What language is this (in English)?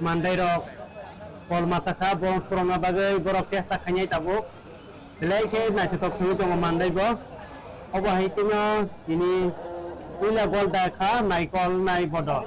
Kok Borok